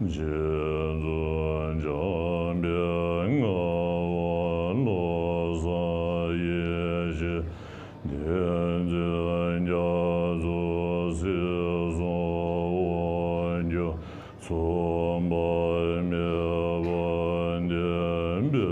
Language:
Tibetan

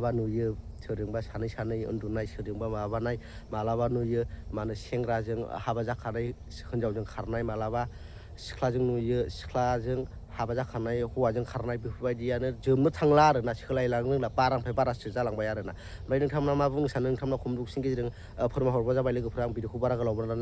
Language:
Bodo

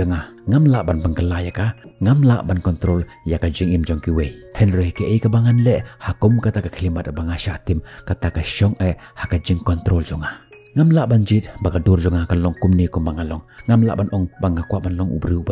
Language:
Khasi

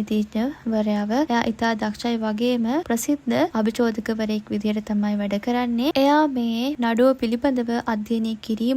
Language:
Sinhala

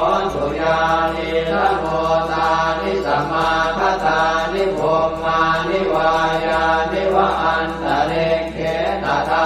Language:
Pali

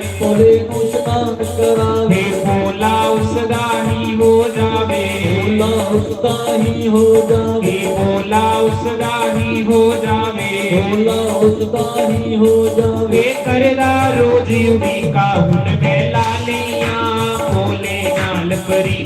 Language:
Dogri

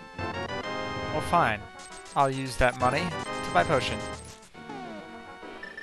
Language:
English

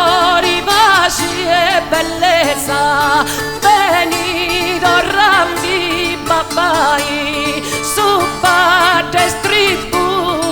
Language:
Sardinian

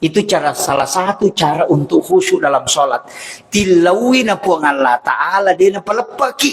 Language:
Buginese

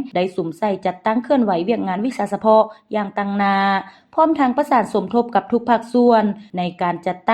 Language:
Lao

